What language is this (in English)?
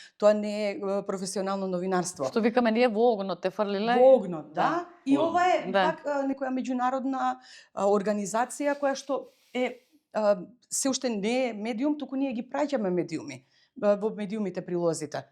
Macedonian